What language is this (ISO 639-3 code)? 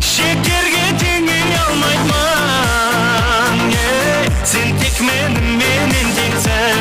kaa